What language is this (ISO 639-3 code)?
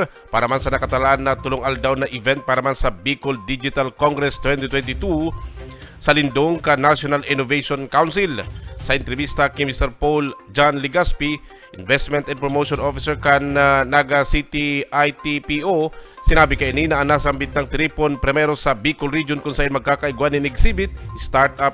bik